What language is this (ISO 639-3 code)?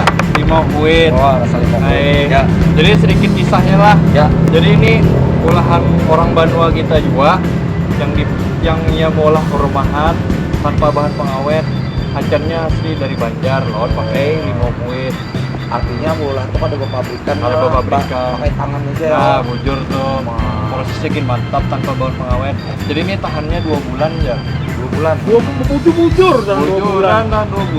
bjn